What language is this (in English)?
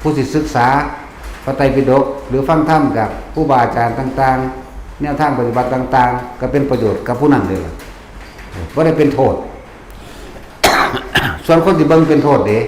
Lao